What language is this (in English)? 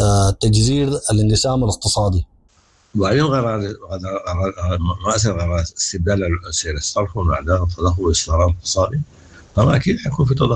Sudanese Arabic